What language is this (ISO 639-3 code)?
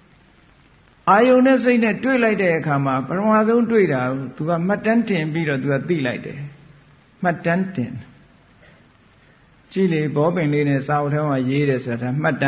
mya